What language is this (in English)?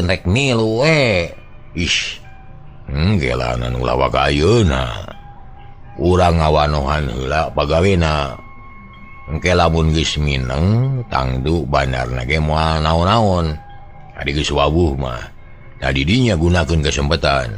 Sundanese